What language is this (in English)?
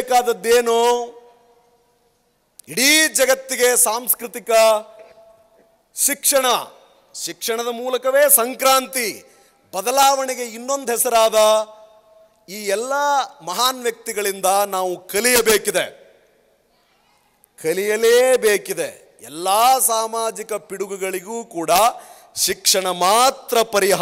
Kannada